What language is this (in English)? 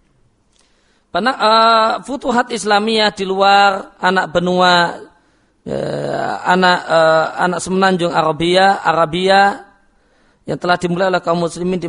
Indonesian